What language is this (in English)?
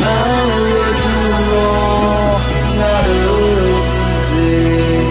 Akha